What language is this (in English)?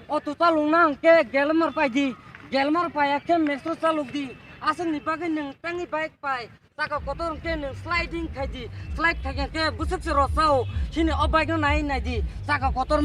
Kok Borok